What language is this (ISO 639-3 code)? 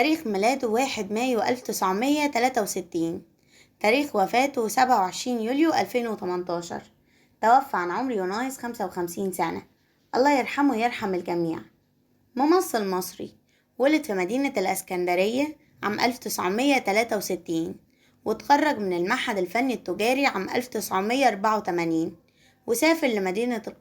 arz